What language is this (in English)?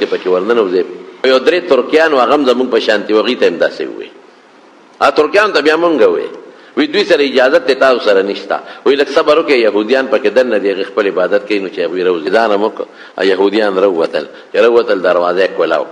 Pashto